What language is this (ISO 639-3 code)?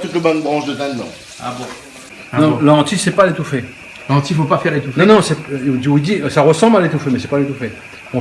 rcf